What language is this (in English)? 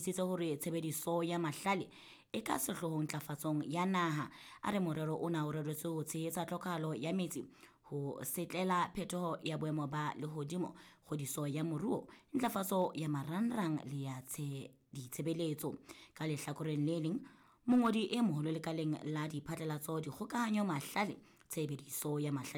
Southern Sotho